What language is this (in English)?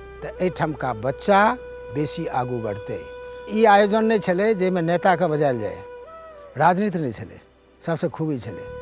Maithili